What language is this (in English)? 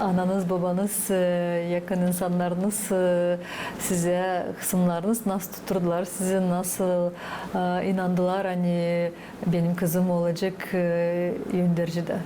Gagauz